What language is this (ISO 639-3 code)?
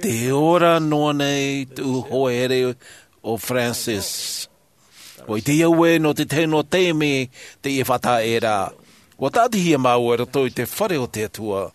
tah